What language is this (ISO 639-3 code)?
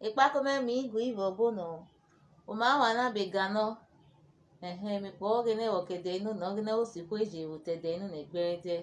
urh